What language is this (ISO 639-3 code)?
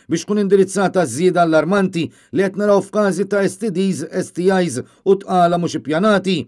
mlt